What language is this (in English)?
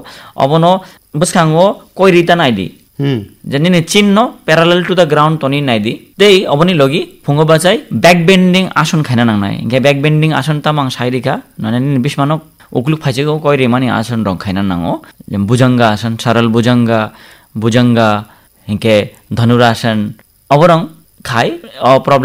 Kok Borok